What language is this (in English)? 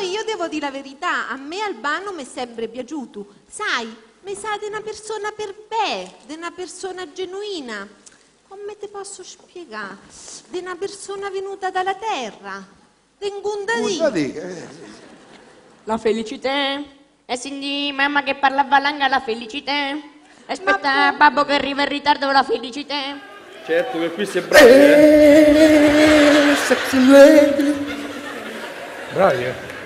Italian